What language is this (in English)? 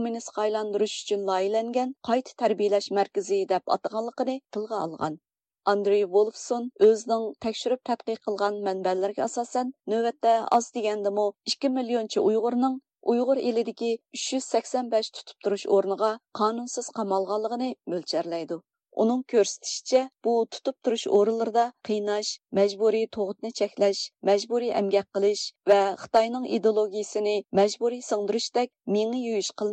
Uyghur